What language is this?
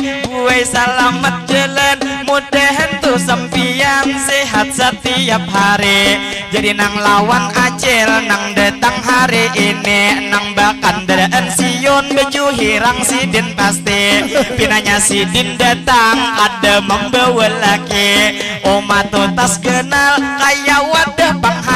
Banjar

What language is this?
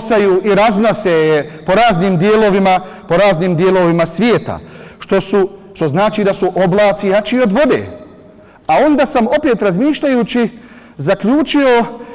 Bosnian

